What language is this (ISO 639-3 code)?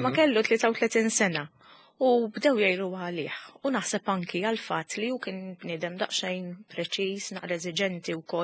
mlt